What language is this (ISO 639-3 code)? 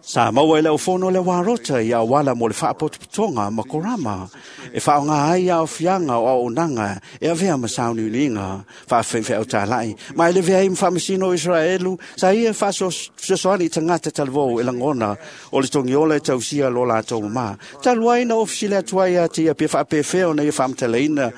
smo